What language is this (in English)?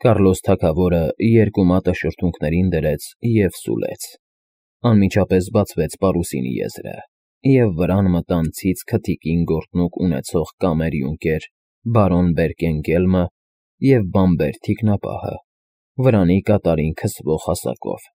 Armenian